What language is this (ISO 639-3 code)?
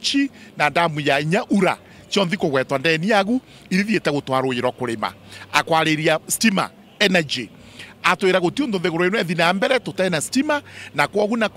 mer